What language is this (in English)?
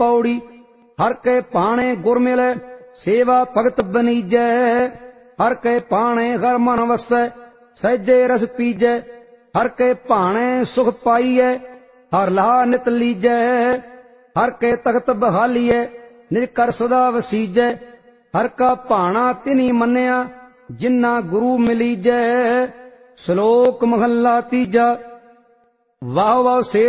Punjabi